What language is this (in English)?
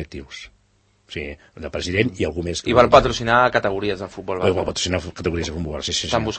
Catalan